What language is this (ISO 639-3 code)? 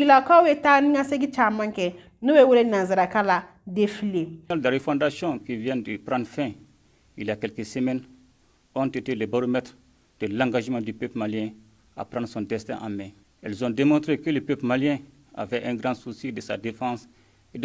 bam